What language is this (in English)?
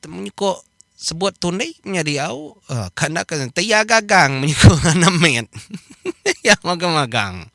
Iban